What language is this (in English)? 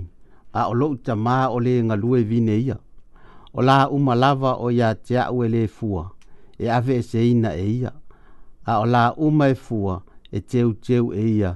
Samoan